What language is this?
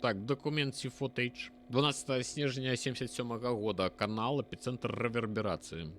Belarusian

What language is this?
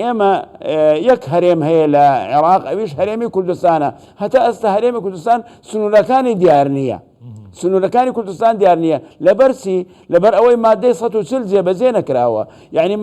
Central Kurdish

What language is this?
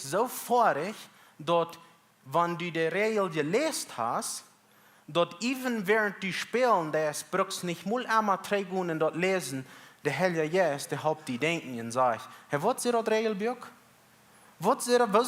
Plautdietsch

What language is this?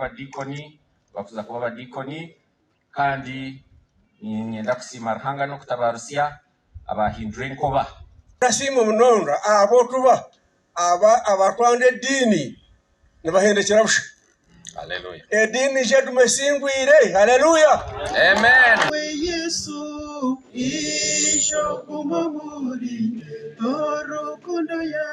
Nyankole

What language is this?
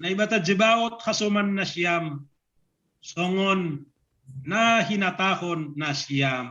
Batak Simalungun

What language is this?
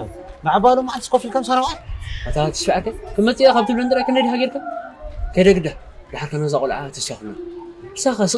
Tigrinya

